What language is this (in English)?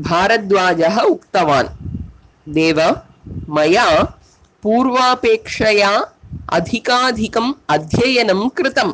Sanskrit